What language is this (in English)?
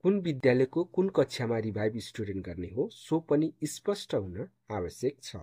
Nepali